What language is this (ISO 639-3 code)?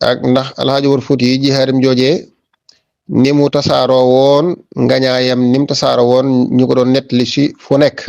wol